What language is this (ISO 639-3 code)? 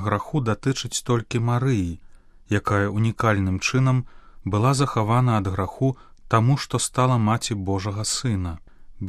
bel